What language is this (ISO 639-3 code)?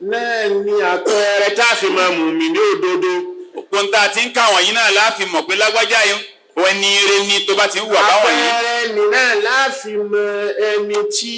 yor